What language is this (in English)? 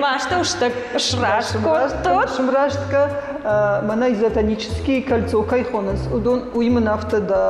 Ossetic